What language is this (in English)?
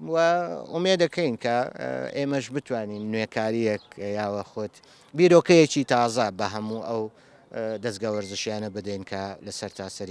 Central Kurdish